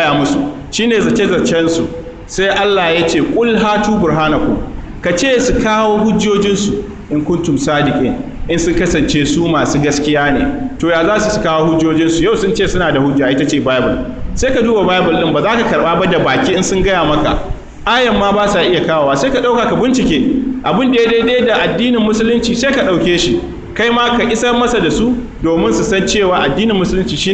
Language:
Hausa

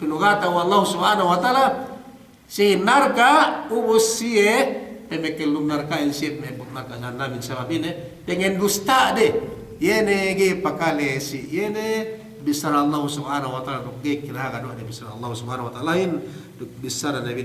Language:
Yakan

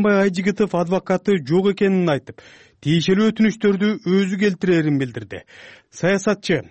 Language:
Kyrgyz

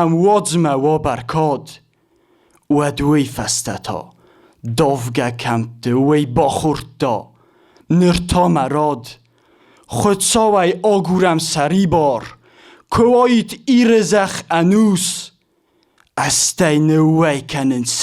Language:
Ossetic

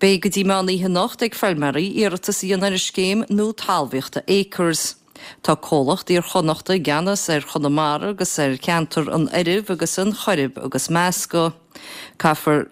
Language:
Irish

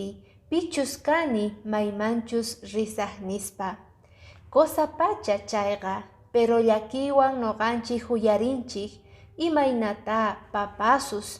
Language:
Quechua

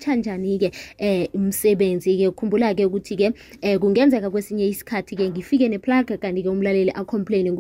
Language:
South Ndebele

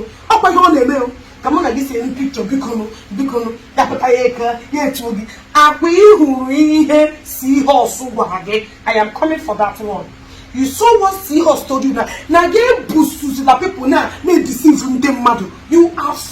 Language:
Igbo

